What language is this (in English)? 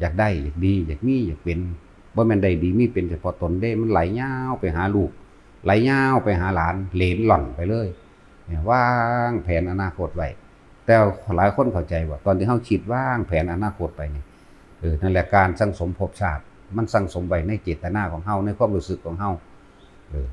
Northeastern Thai